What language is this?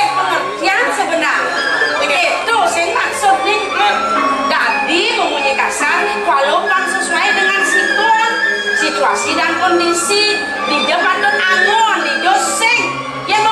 Balinese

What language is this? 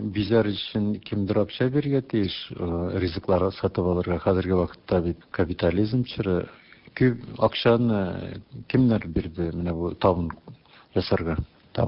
Tatar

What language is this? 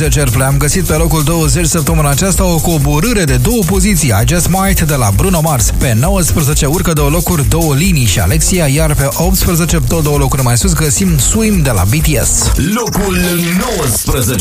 Romanian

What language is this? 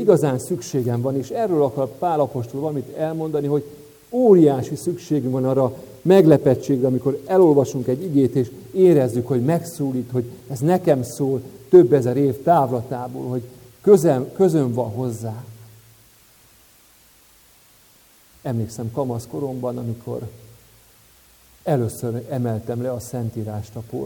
Hungarian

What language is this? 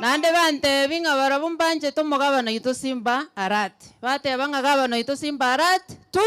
Gusii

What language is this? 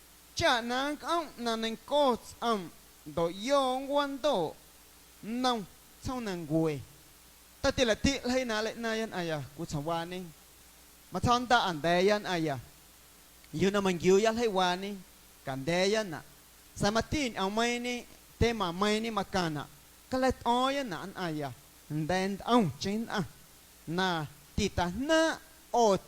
Guerrero Amuzgo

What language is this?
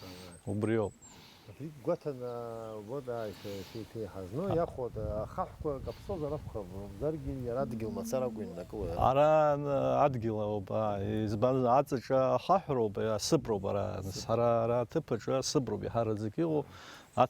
Abkhazian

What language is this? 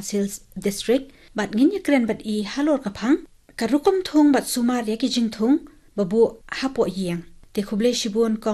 Khasi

